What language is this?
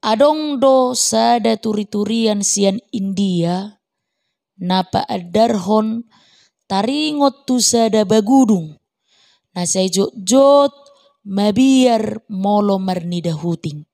Batak Toba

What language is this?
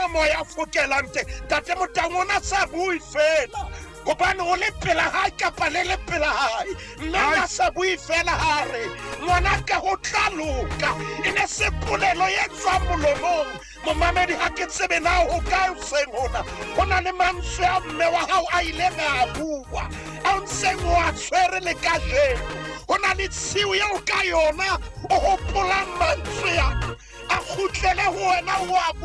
Southern Sotho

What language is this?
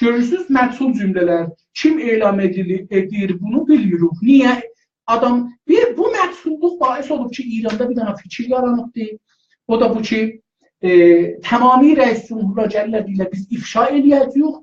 South Azerbaijani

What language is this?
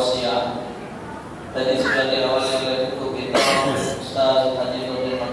Musi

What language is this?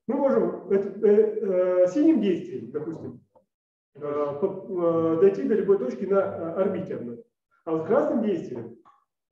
Russian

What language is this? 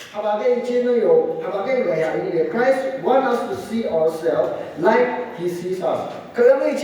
Phom Naga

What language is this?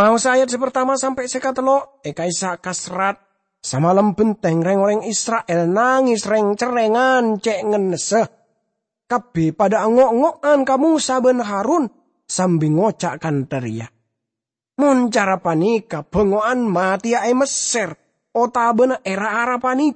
Madurese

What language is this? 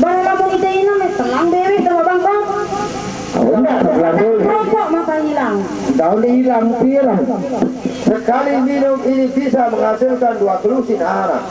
Sasak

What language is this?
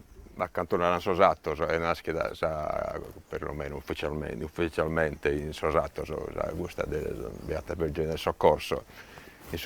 Sardinian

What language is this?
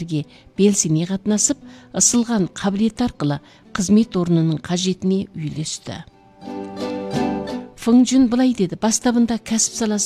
Kazakh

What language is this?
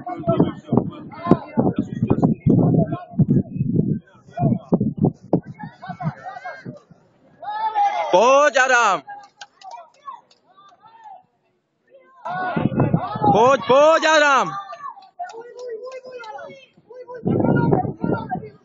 Czech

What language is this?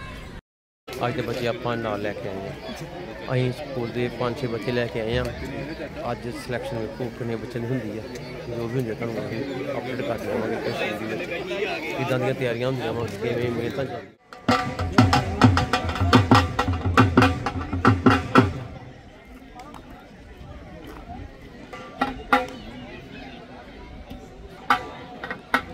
Punjabi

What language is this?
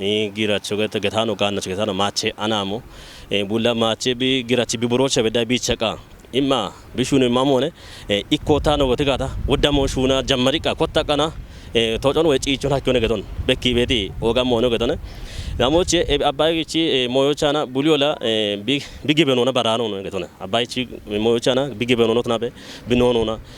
Kafa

